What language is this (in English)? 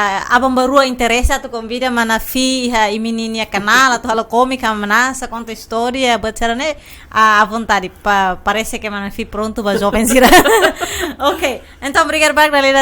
Tetum